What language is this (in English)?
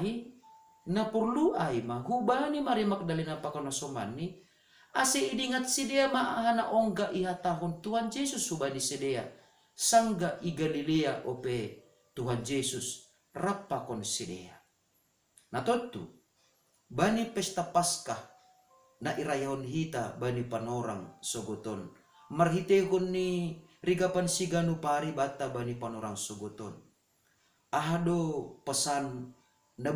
Batak Simalungun